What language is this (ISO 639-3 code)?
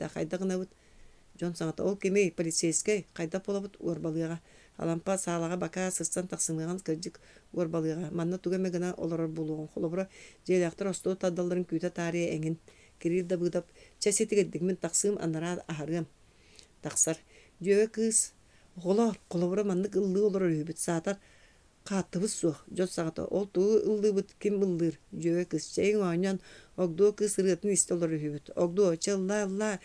sah